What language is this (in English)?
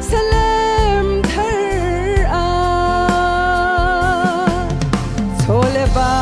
Hakha Chin